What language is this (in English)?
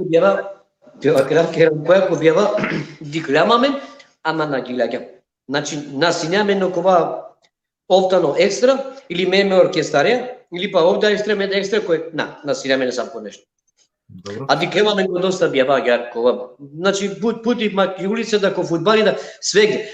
Balkan Romani